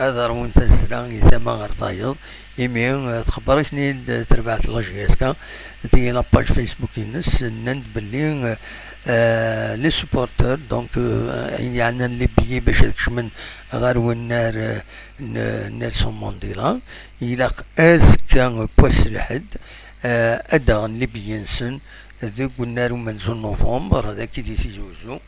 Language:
Kabyle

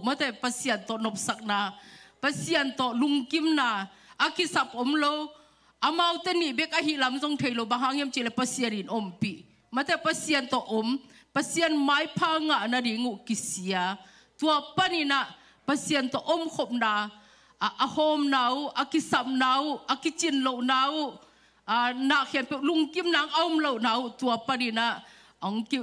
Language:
Tedim Chin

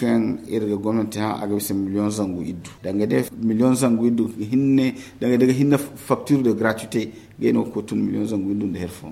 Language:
Zarma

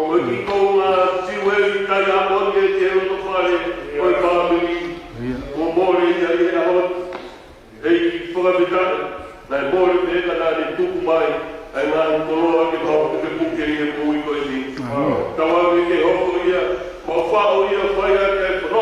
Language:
Tongan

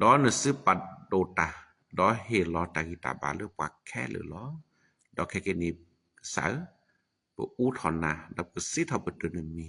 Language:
S'gaw Karen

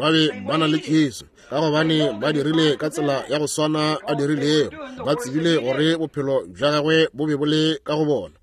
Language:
Northern Sotho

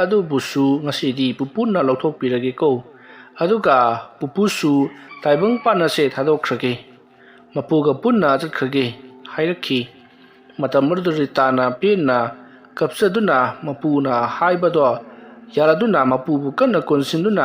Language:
Manipuri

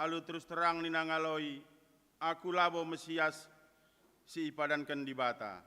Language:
Batak Karo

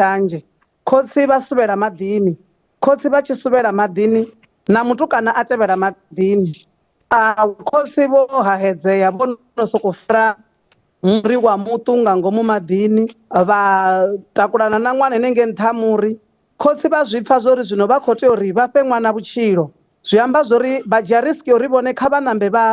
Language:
Venda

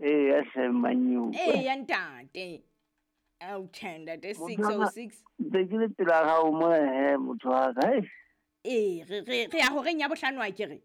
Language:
Southern Sotho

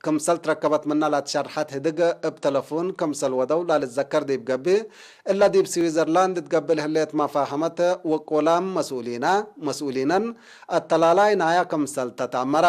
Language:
Tigre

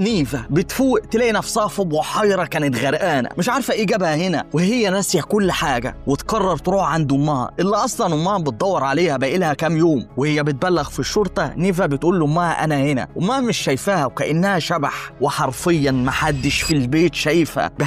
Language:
Egyptian Arabic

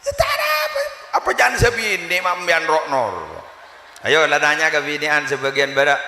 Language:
Madurese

